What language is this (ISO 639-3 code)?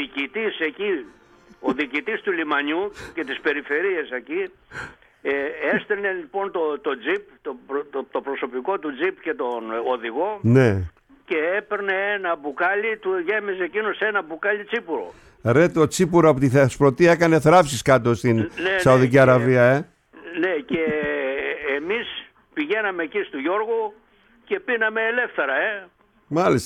ell